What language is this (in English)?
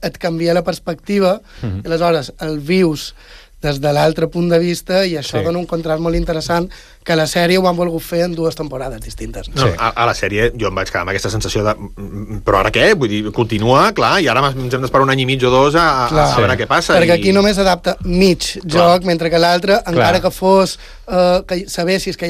Catalan